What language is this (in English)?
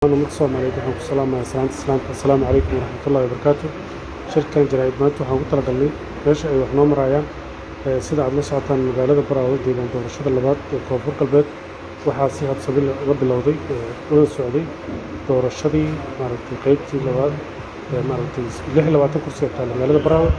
Somali